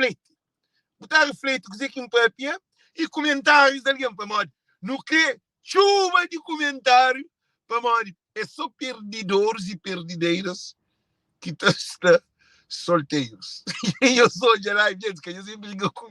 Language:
Kabuverdianu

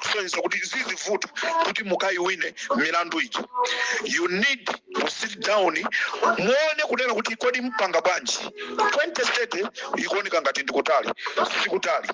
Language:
Nyanja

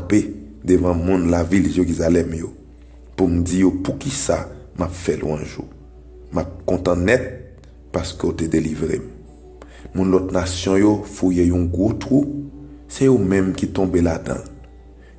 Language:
Haitian Creole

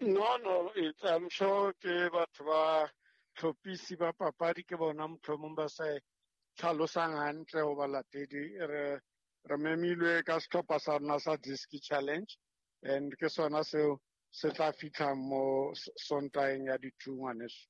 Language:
Southern Sotho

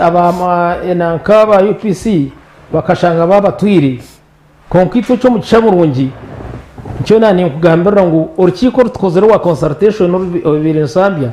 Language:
Nyankole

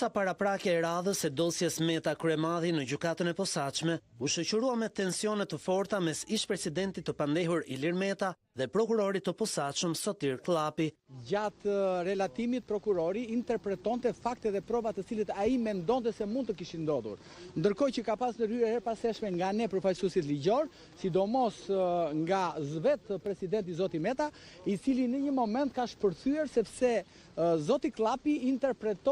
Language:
Albanian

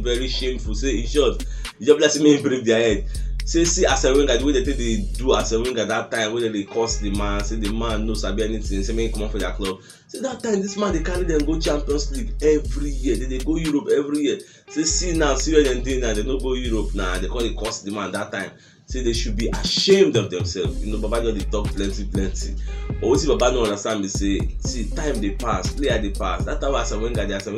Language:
Nigerian Pidgin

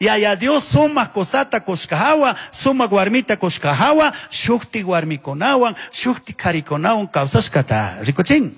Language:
Chimborazo Highland Quichua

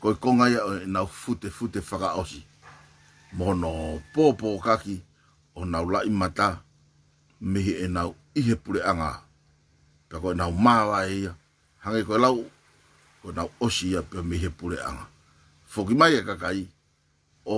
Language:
Tongan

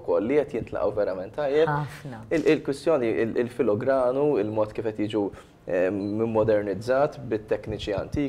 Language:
Maltese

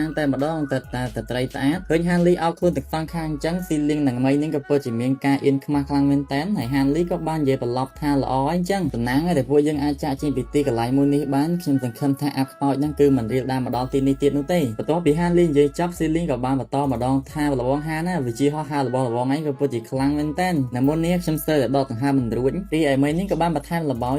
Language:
Khmer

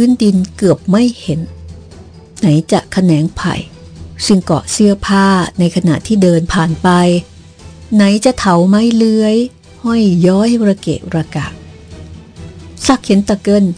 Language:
Thai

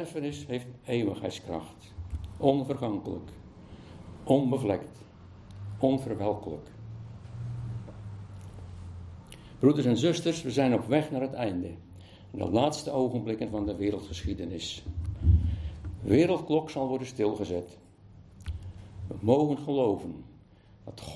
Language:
Dutch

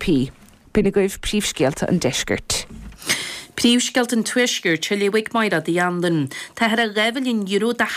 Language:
Irish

